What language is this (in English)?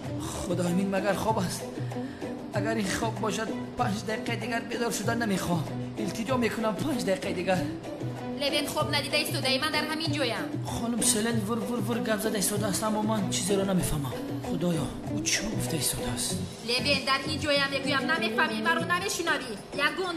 Tajik